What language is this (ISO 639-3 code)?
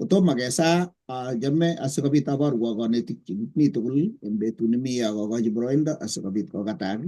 kln